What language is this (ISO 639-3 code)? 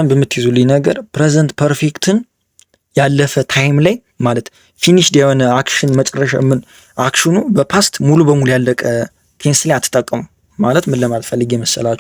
amh